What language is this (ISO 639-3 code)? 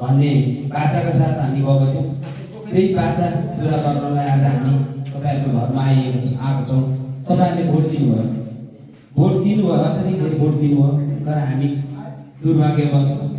nep